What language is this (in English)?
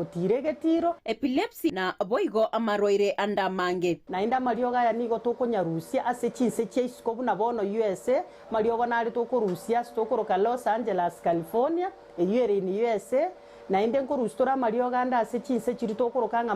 Gusii